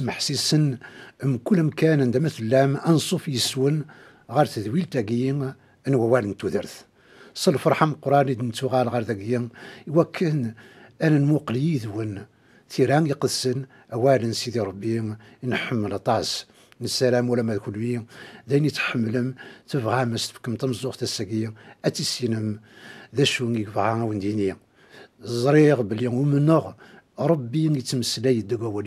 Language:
Kabyle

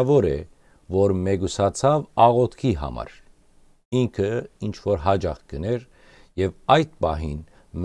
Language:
Western Armenian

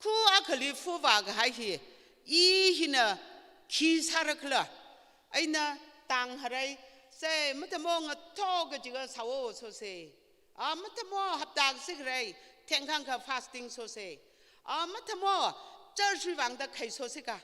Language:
Tangkhul Naga (India)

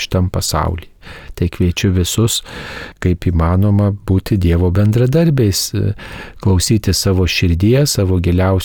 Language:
Lithuanian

